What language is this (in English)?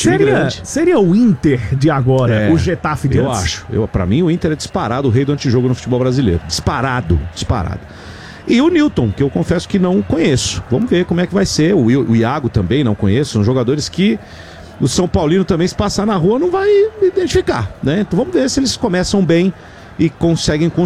Portuguese